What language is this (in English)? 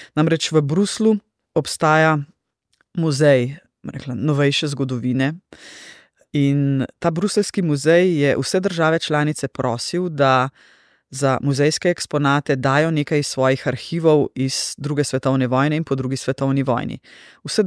Slovenian